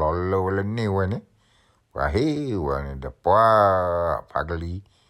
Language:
S'gaw Karen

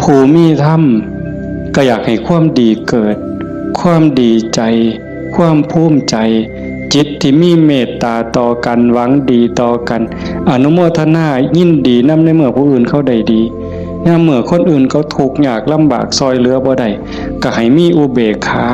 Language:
Northeastern Thai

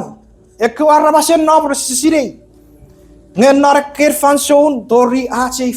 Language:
Chuukese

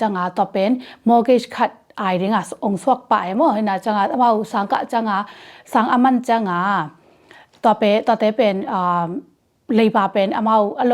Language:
Tedim Chin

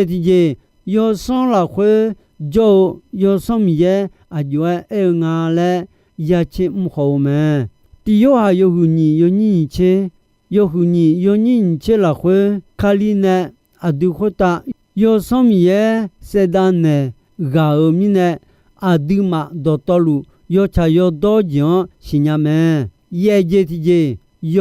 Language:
Akha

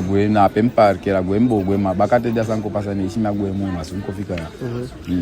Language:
Eastern Maroon Creole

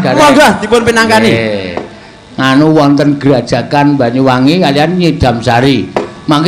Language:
Javanese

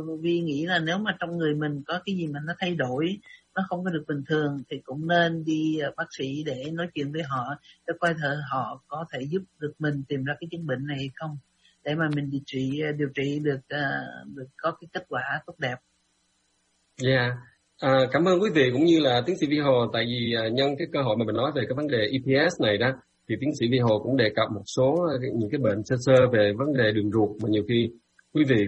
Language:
Vietnamese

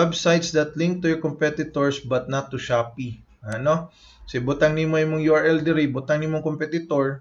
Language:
Cebuano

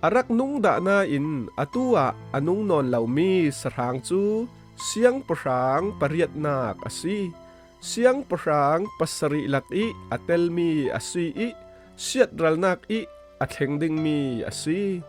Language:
Falam Chin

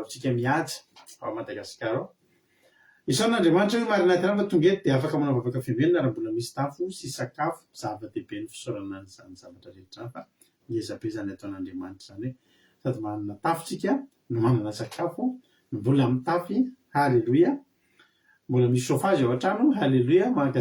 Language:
Malagasy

